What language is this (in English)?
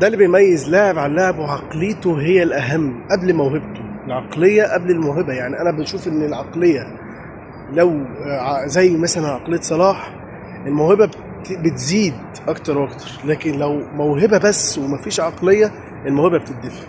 Egyptian Arabic